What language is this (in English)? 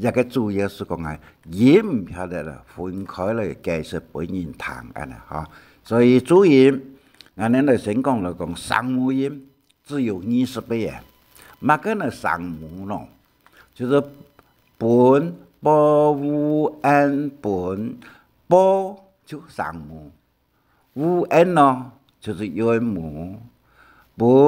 Hakka Chinese